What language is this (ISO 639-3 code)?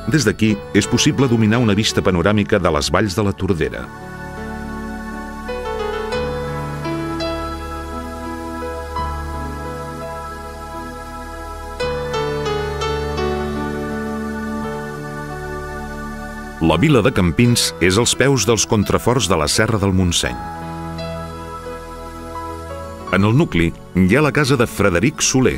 cat